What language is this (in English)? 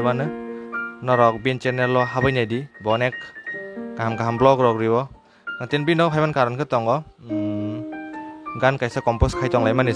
Kok Borok